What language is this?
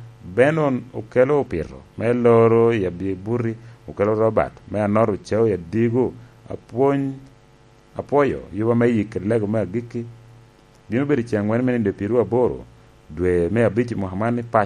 Lango (Uganda)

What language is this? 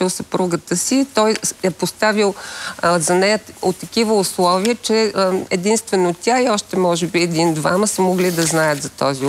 Bulgarian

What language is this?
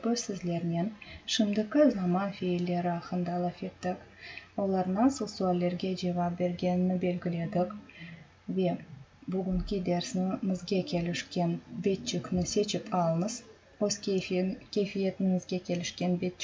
Crimean Tatar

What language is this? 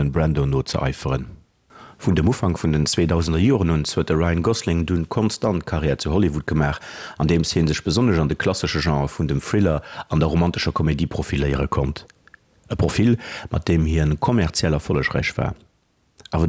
Luxembourgish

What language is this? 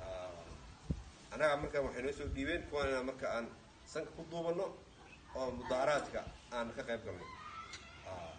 Somali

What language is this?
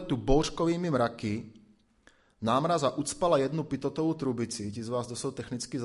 Czech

